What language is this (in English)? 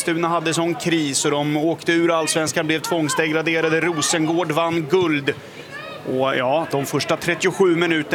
Swedish